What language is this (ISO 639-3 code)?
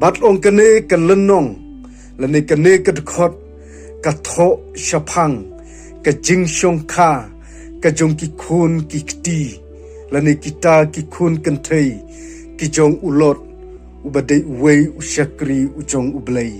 kha